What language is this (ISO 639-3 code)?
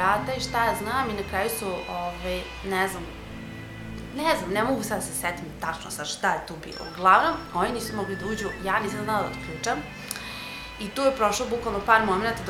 srp